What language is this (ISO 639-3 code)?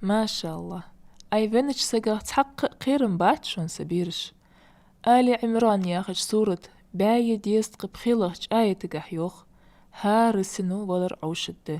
inh